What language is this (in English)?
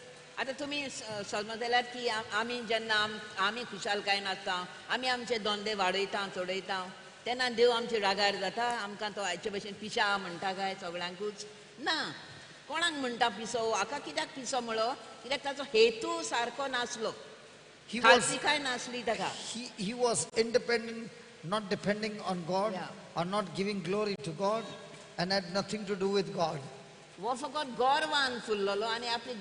Konkani